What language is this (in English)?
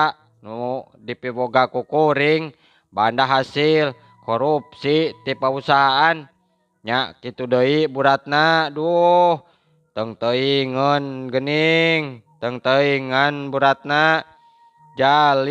Sundanese